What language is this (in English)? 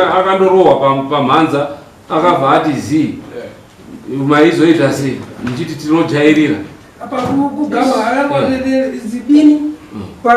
Shona